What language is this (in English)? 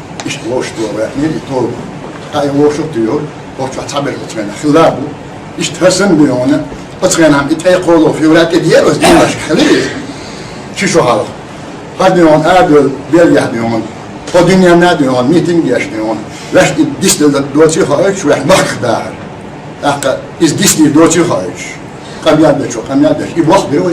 Chechen